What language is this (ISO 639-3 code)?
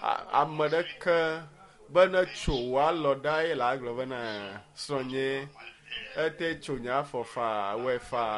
ewe